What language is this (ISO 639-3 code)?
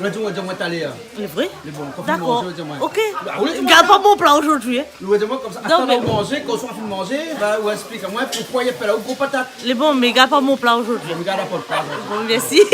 rcf